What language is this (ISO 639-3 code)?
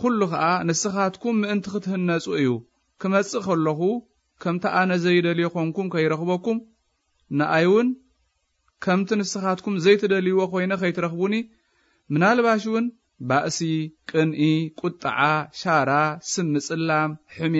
tir